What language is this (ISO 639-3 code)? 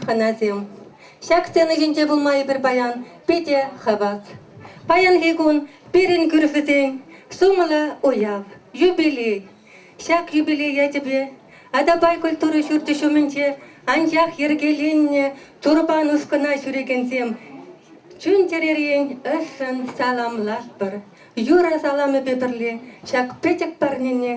chv